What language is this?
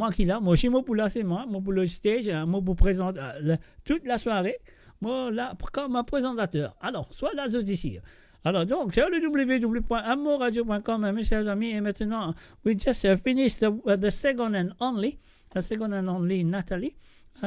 Morisyen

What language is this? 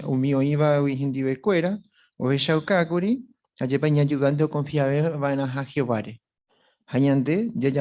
Guarani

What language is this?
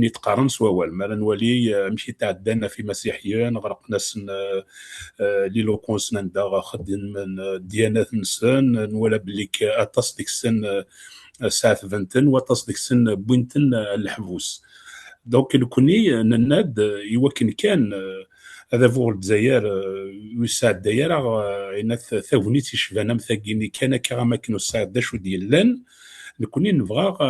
Kabyle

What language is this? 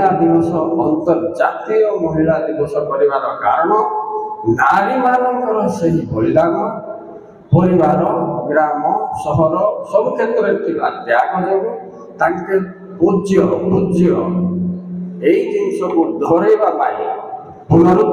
Odia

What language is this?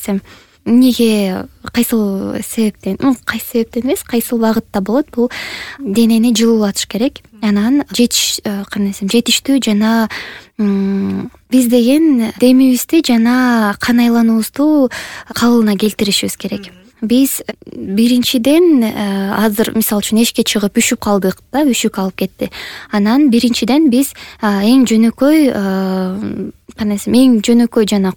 Kyrgyz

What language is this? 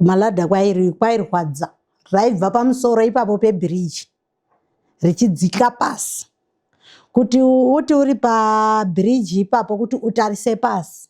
Shona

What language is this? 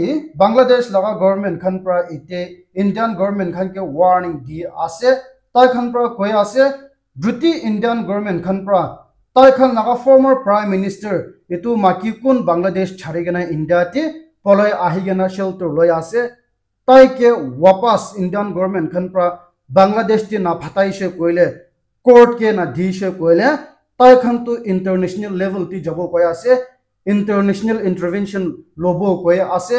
Naga Pidgin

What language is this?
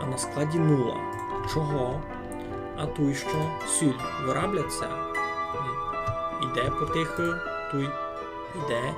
Rusyn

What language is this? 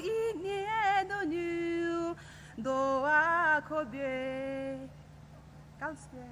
Poumei Naga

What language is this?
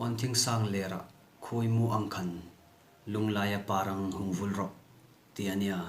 Hmar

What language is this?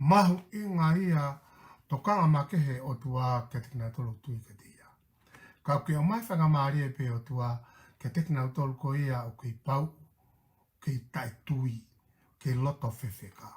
Tongan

